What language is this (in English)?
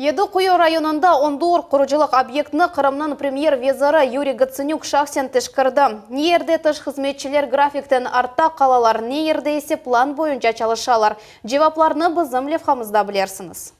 Crimean Tatar